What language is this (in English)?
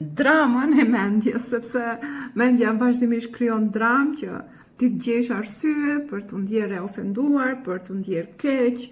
Albanian